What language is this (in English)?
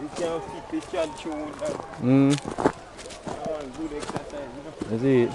Jamaican Creole English